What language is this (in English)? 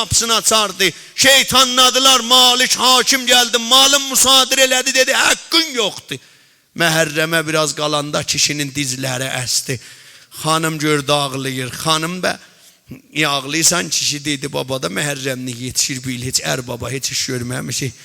South Azerbaijani